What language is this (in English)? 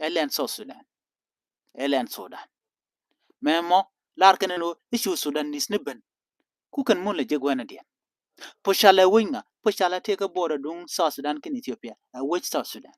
Nuer